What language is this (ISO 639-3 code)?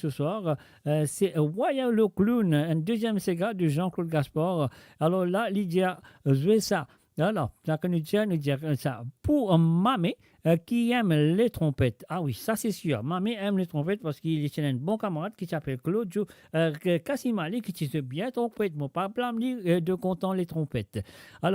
mfe